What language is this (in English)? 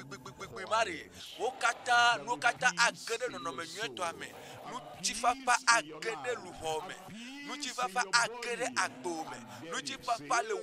Ewe